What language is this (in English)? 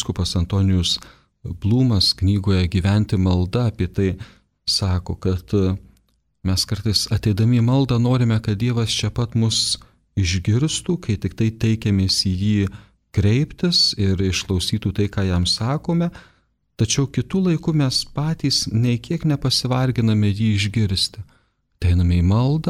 Lithuanian